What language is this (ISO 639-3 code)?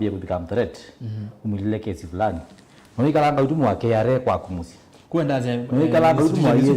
kam